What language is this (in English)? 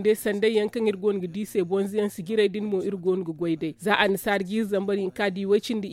Zarma